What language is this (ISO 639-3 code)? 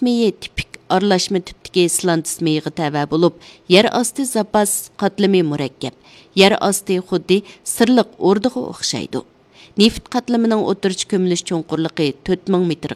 uig